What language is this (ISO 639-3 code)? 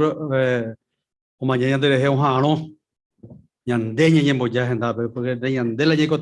grn